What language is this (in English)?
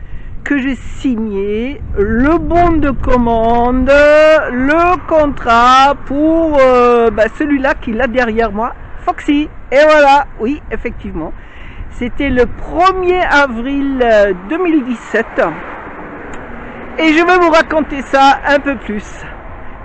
French